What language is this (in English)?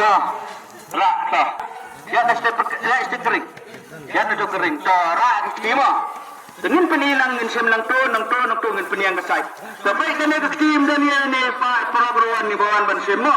Khasi